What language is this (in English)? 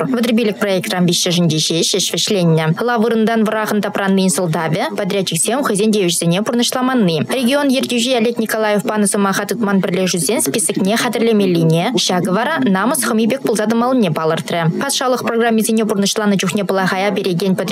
Chuvash